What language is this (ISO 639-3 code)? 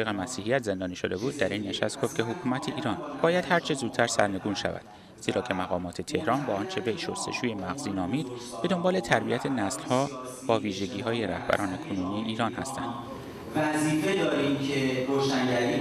fas